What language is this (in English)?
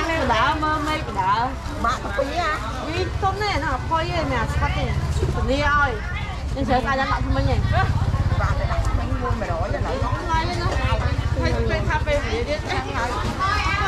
Khmer